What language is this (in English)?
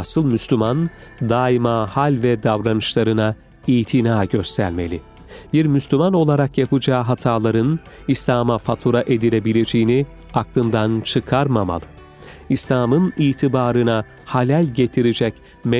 Turkish